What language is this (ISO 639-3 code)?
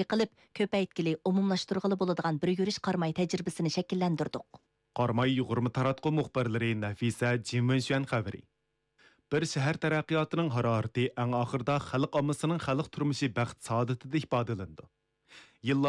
uig